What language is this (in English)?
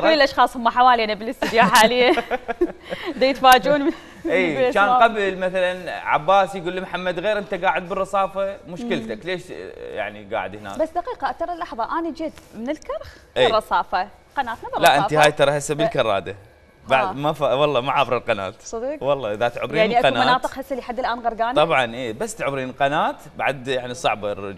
Mesopotamian Arabic